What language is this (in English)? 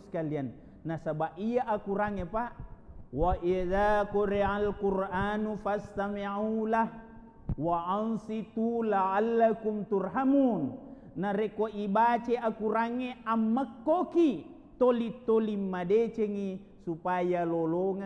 Buginese